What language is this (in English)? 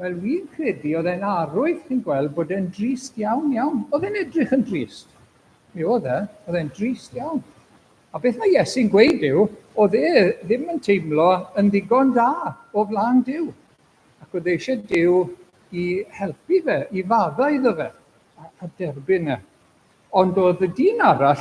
Welsh